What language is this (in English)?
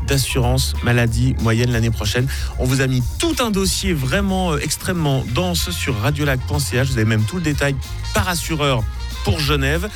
French